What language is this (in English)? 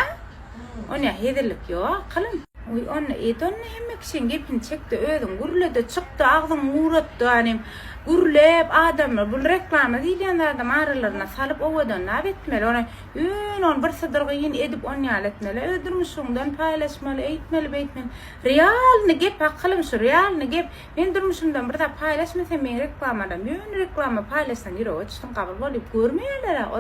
Turkmen